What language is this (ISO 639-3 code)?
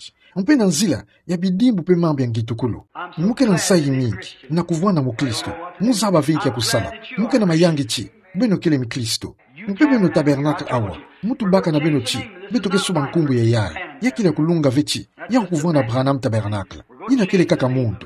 ktu